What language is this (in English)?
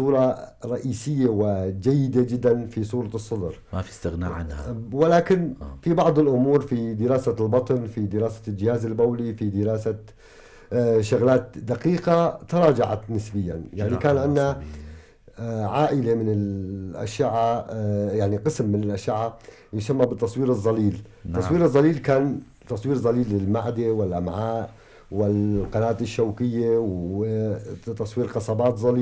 North Levantine Arabic